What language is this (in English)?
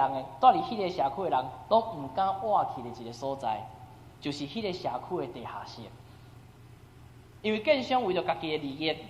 Min Nan Chinese